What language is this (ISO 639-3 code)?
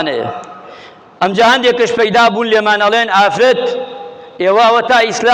ckb